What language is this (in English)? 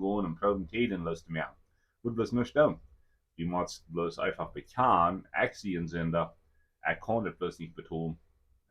Plautdietsch